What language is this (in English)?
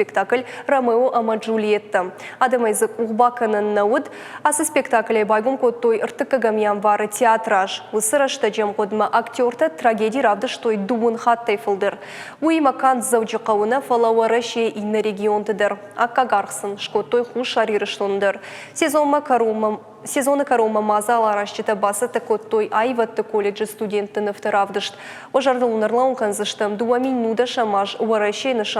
Ossetic